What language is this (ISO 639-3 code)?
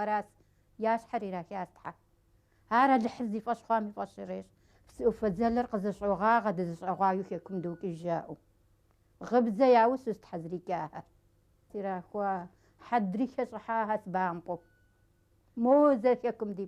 kbd